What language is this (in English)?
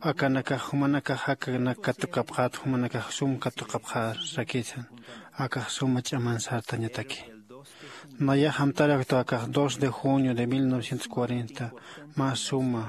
Aymara